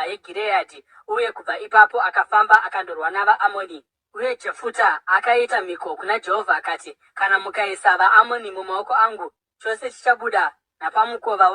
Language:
Shona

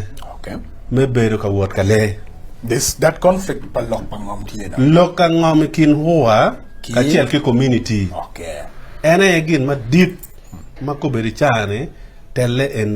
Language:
Acoli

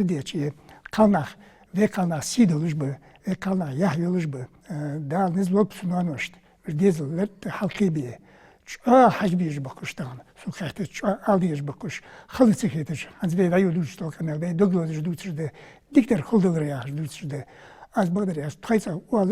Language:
Ingush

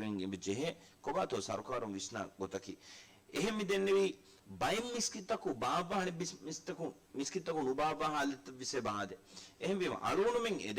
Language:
Divehi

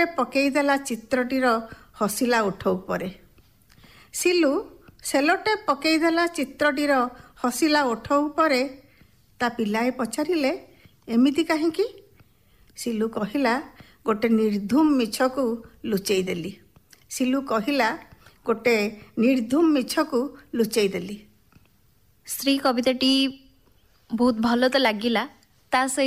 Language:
Odia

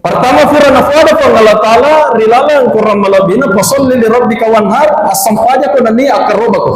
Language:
Buginese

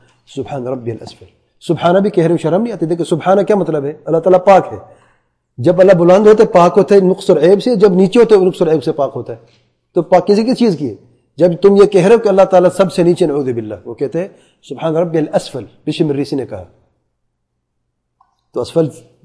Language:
Urdu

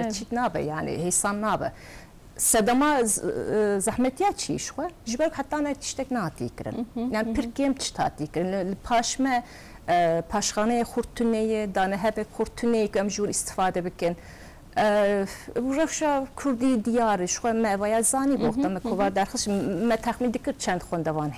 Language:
Kurdish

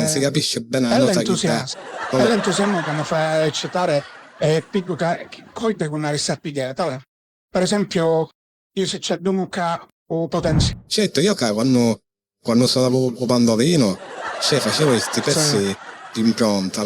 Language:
Sicilian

